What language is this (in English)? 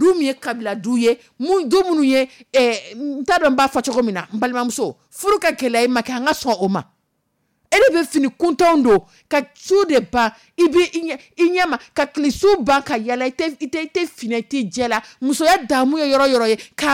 Dyula